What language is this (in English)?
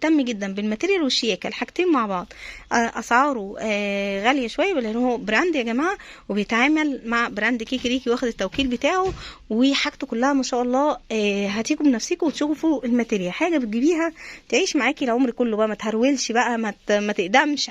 Egyptian Arabic